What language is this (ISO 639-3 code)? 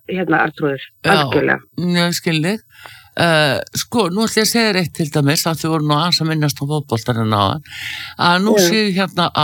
isl